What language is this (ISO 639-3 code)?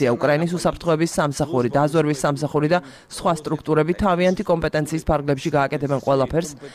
kat